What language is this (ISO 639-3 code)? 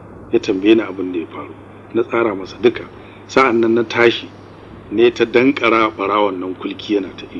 hau